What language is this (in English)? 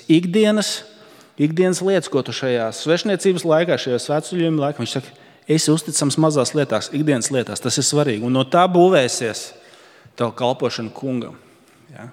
Latvian